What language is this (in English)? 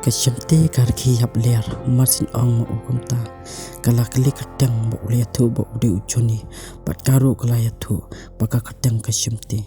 Khasi